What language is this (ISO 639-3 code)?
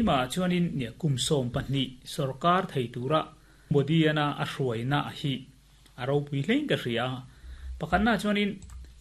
lus